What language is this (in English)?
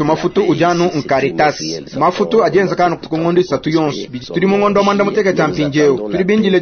Luba-Lulua